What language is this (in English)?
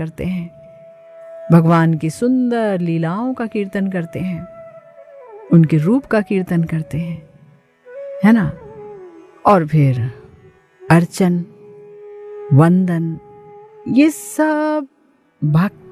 Hindi